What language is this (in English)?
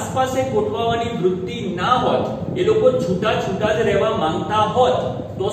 Gujarati